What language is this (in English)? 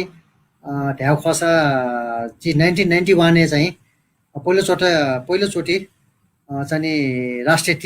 Newari